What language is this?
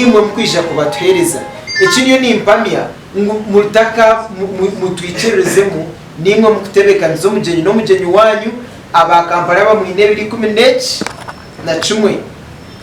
Nyankole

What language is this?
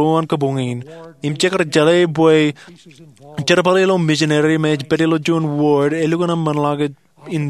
Marshallese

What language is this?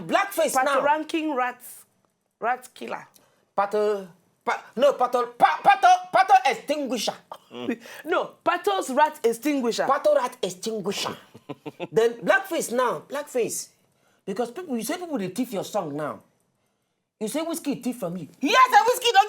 Nigerian Pidgin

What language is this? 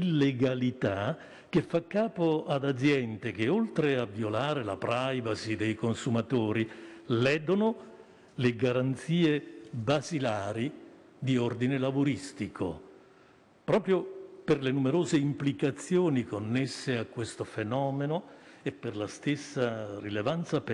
Italian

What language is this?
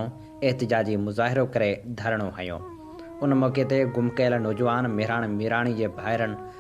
Sindhi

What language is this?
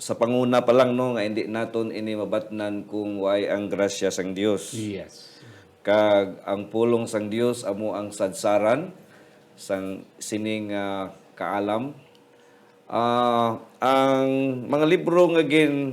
Hiligaynon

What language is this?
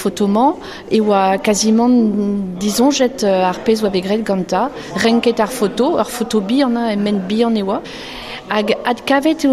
Breton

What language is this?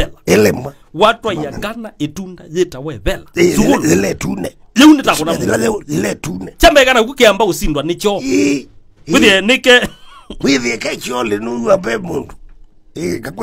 Kamba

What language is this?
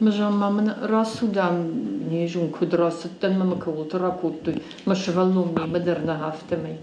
Ossetic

